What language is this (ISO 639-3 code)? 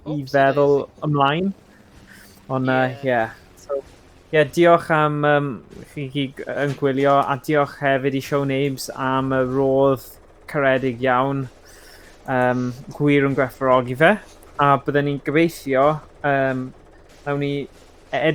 cym